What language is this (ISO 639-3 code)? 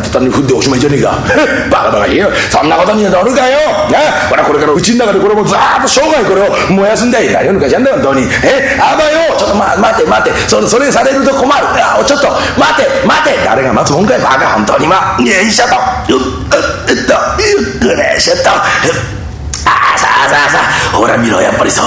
jpn